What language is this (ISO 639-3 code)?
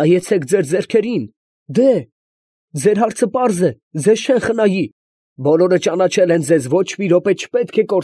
hye